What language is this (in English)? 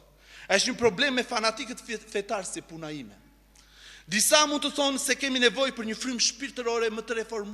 Albanian